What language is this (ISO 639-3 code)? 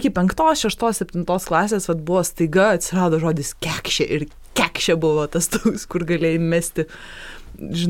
lit